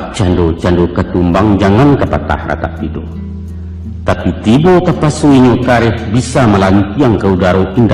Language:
Minangkabau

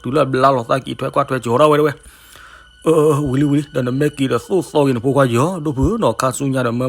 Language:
S'gaw Karen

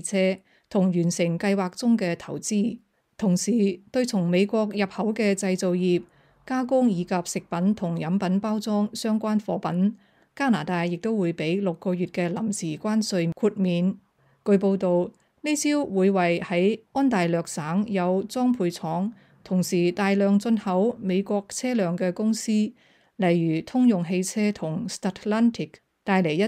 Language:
Cantonese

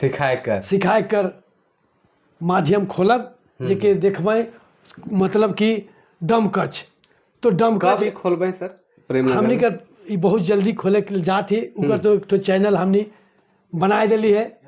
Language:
Sadri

